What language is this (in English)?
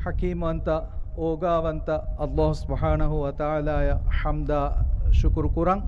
Divehi